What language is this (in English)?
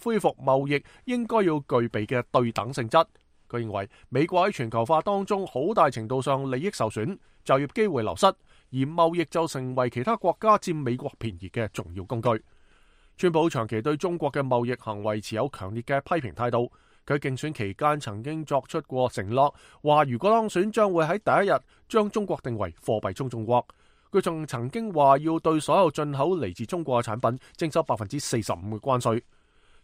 Cantonese